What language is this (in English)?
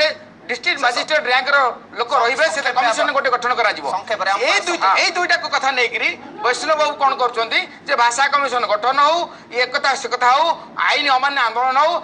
Odia